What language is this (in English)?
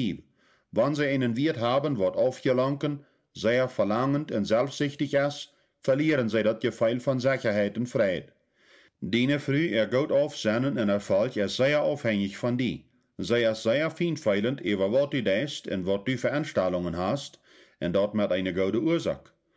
Plautdietsch